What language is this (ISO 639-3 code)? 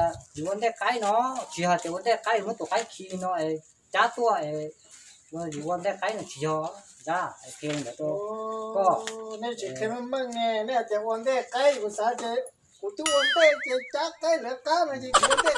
hmn